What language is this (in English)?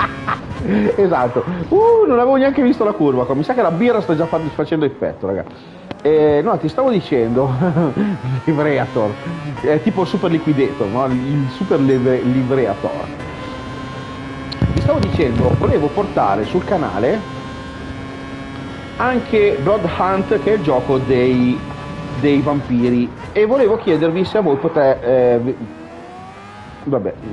Italian